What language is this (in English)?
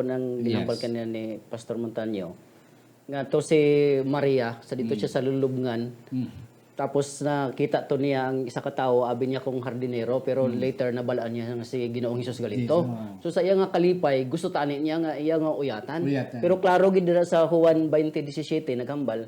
Hiligaynon